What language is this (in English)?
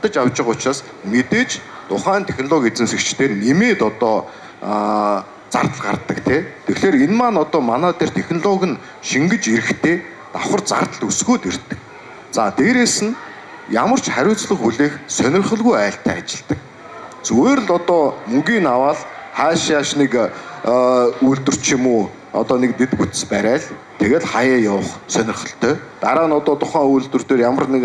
Mongolian